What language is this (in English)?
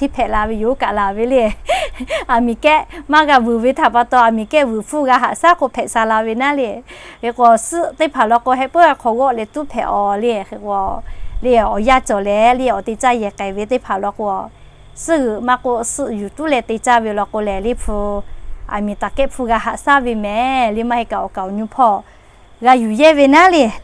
Lahu